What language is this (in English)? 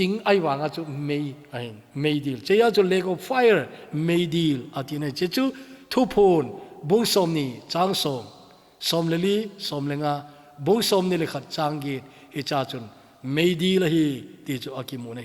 Thado Chin